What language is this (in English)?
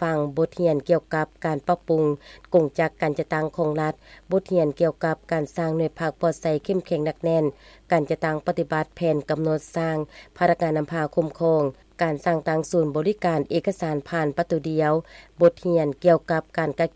Lao